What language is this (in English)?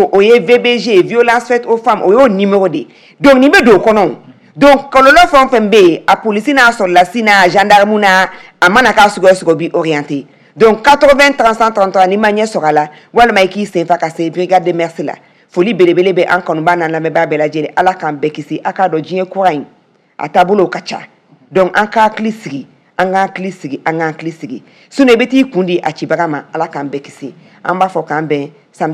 Bambara